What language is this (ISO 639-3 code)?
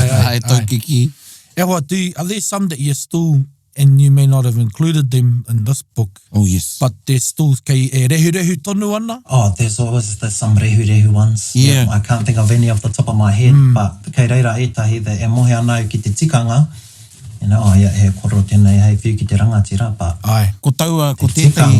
mri